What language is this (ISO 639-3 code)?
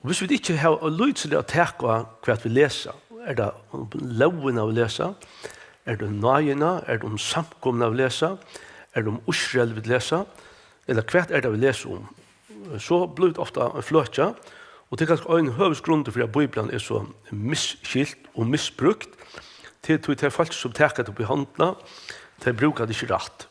fao